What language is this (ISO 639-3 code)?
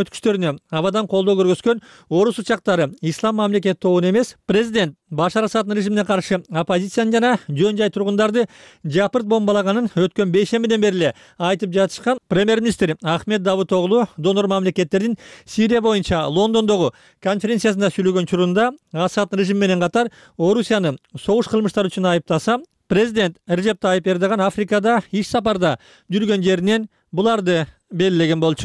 kir